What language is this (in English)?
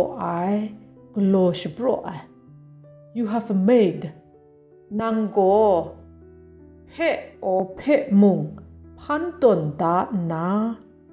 Kachin